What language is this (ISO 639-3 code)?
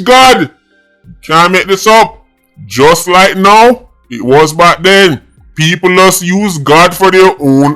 jam